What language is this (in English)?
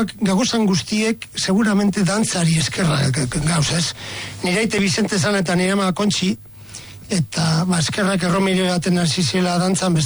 Basque